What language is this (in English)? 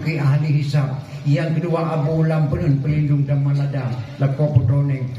Achinese